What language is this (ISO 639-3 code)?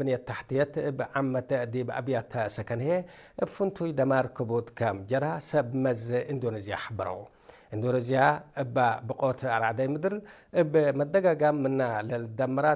tig